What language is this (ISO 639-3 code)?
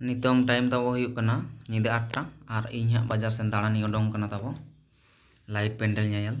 sat